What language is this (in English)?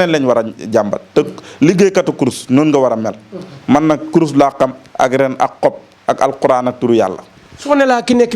Wolof